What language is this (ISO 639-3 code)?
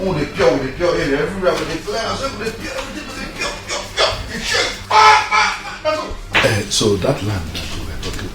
pcm